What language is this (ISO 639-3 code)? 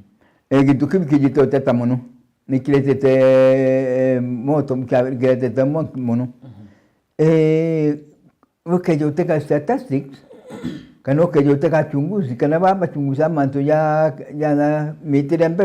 mer